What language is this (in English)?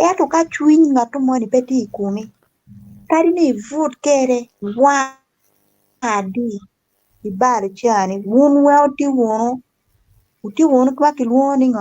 Acoli